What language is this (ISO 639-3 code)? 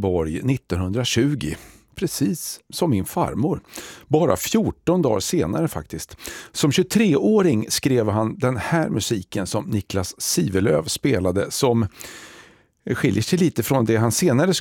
swe